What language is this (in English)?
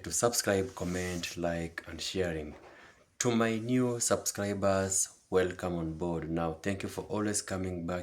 Jamaican Creole English